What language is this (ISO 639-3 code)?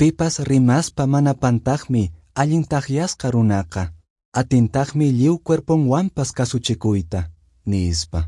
que